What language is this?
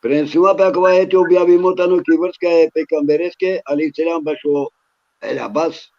Balkan Romani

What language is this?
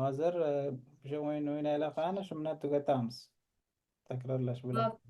Uzbek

